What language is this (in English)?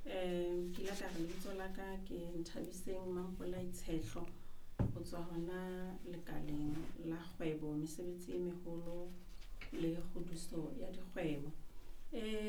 Southern Sotho